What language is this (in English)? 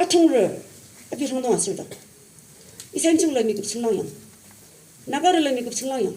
Yimchungru Naga